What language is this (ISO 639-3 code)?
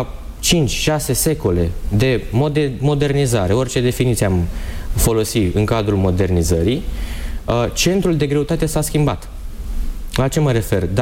ron